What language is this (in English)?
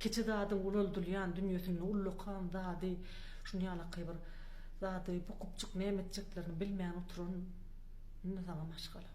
Turkmen